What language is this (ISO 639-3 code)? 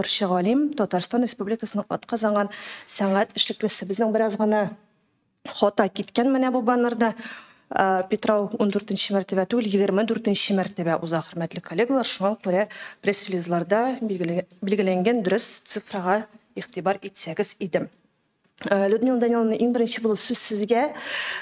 tat